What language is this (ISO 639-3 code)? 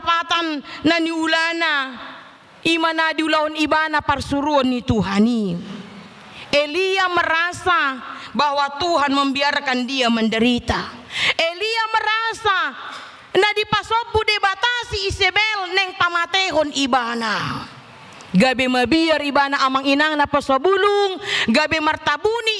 bbc